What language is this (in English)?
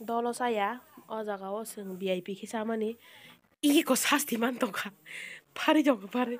Kok Borok